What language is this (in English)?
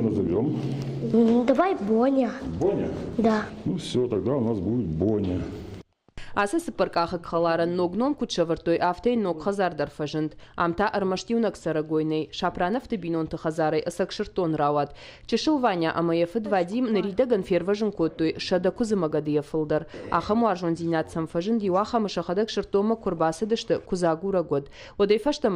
Ossetic